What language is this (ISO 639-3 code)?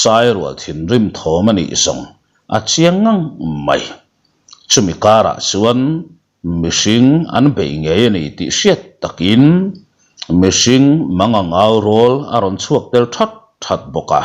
lus